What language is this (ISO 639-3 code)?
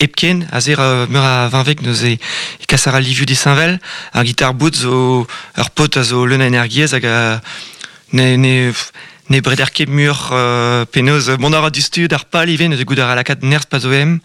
bre